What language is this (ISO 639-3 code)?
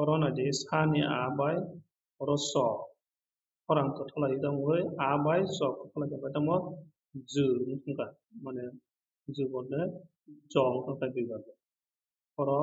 trp